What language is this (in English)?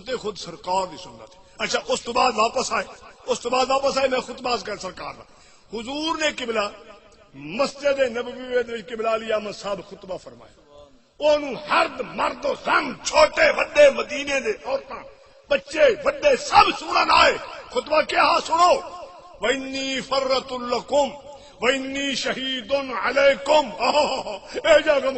Saraiki